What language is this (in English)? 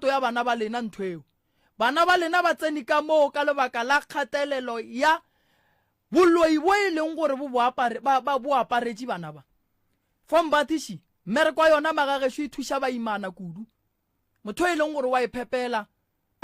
Northern Sotho